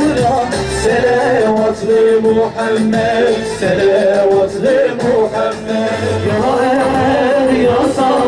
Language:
Kurdish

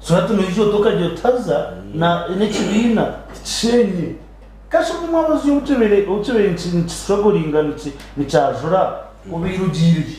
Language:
Nyankole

